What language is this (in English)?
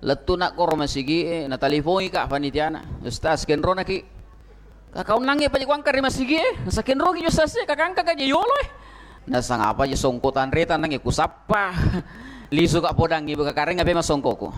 Buginese